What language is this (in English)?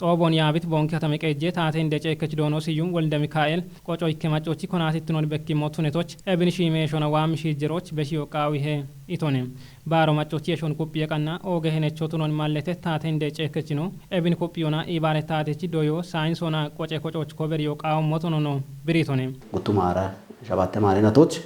Kafa